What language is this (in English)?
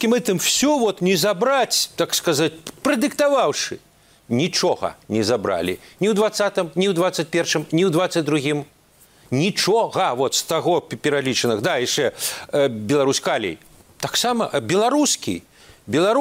Belarusian